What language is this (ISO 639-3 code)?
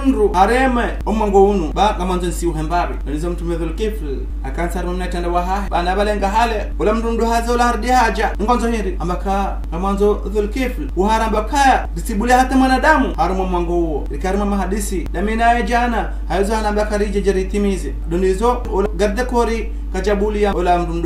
zdj